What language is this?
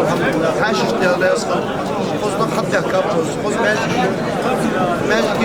Ingush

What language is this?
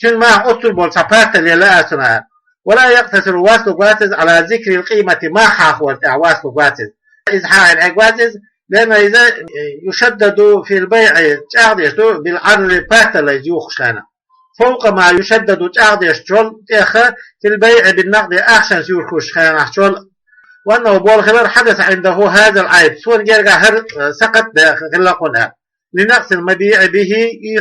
Chechen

